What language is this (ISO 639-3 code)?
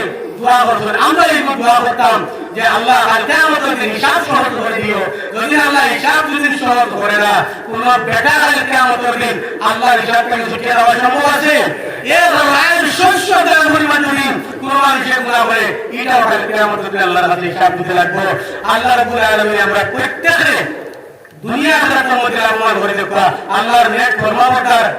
syl